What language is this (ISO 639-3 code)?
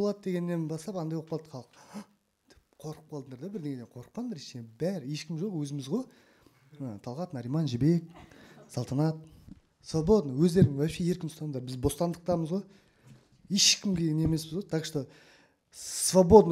kaz